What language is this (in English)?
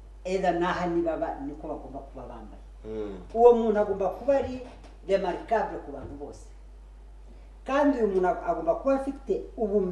Kinyarwanda